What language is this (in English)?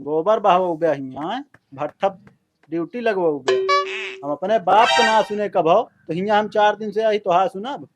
Awadhi